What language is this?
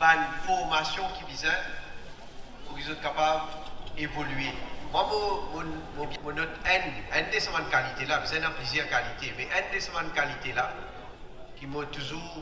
Morisyen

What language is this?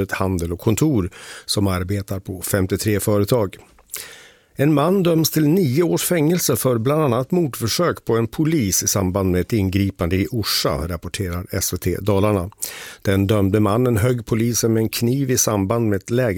Swedish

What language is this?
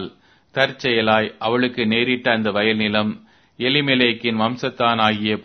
Tamil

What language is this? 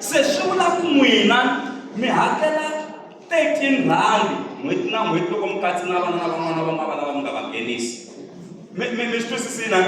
Tsonga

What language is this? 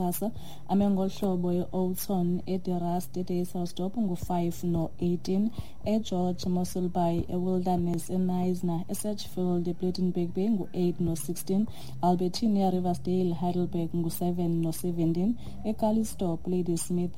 Xhosa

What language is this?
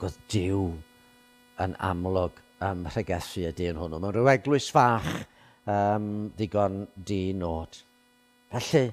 Welsh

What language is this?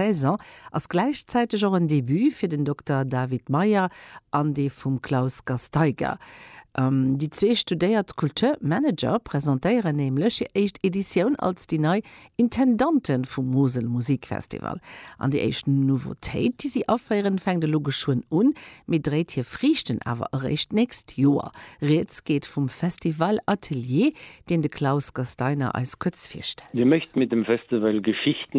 Luxembourgish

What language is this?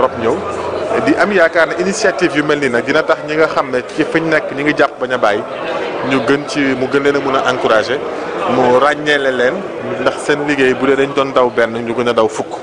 Wolof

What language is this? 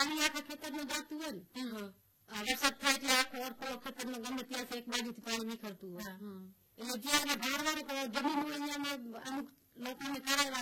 Gujarati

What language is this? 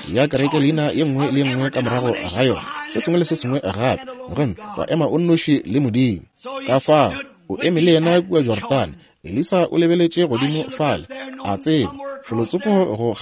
Northern Sotho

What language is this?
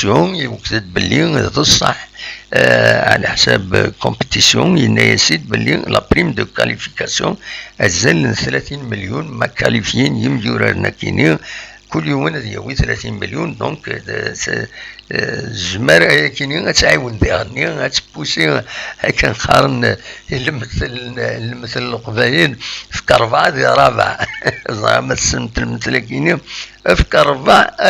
Kabyle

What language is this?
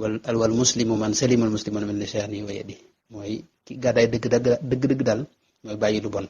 Wolof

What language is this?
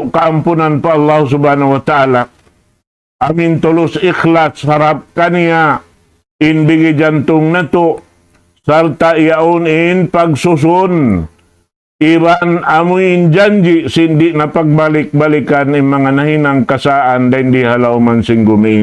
Tausug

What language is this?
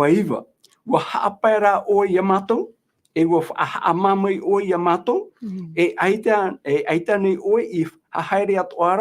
Tahitian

